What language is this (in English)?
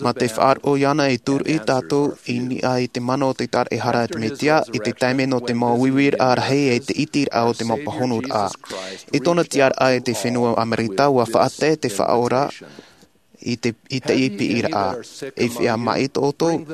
Tahitian